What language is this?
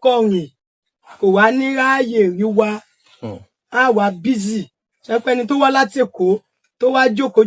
Yoruba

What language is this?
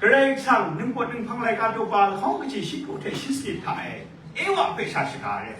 Kachin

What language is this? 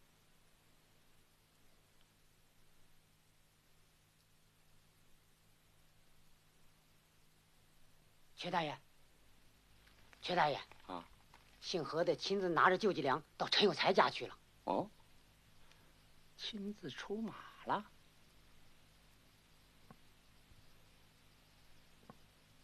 Chinese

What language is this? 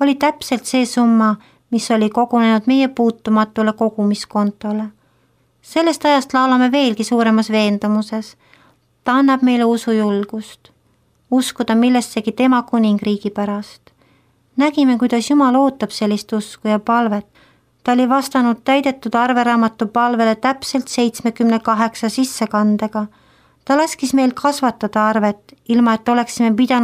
Estonian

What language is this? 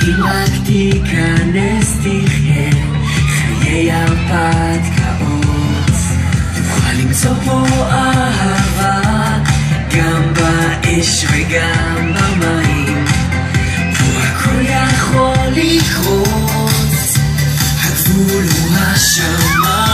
Hebrew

